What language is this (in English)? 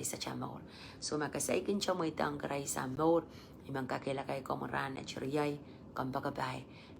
Pohnpeian